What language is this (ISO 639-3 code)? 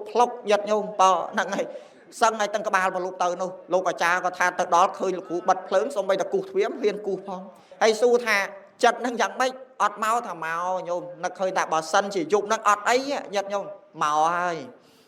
khm